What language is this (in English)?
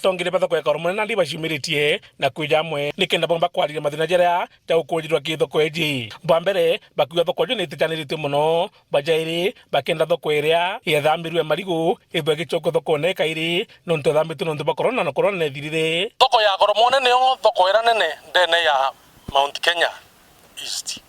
Meru